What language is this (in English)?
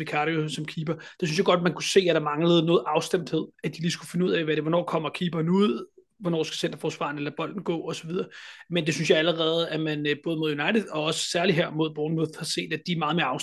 Danish